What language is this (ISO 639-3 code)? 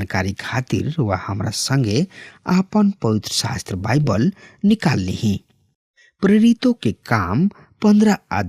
bho